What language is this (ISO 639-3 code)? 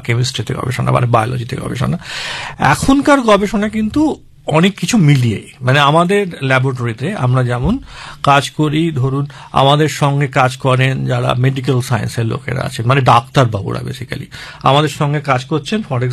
ben